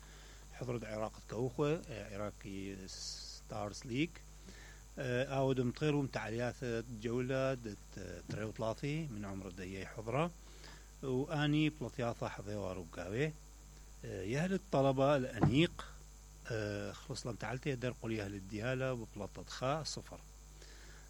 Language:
Mesopotamian Arabic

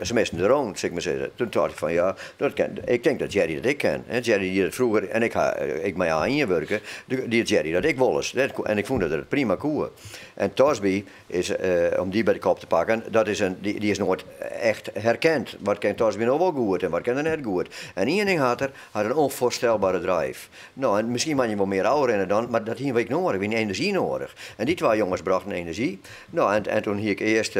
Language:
Western Frisian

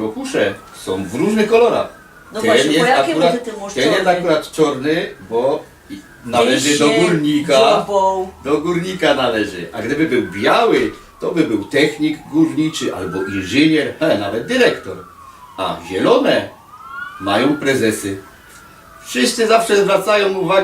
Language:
Silesian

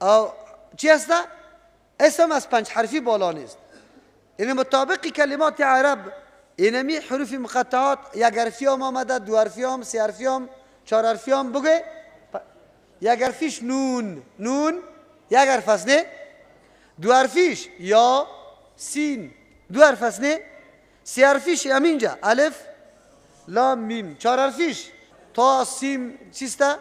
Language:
Persian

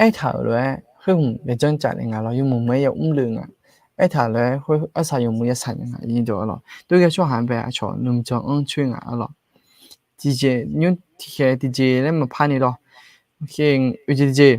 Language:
Akha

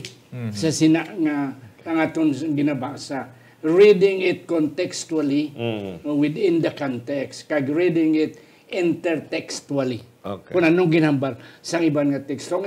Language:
Hiligaynon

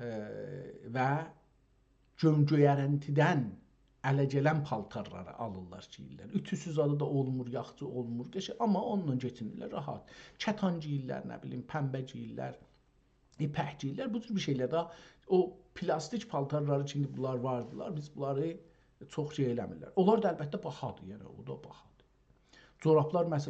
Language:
South Azerbaijani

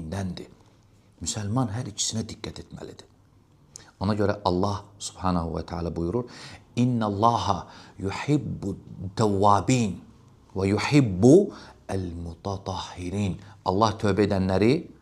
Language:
Azerbaijani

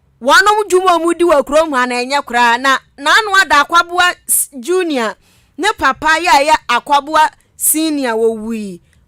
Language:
Akan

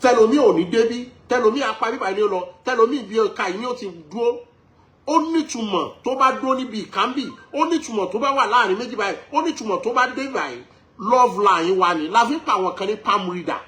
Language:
Yoruba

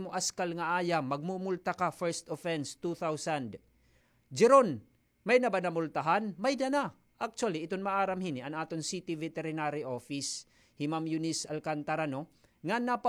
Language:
Waray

